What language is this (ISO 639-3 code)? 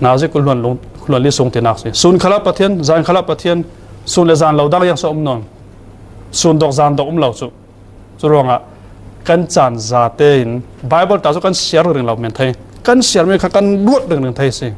cfm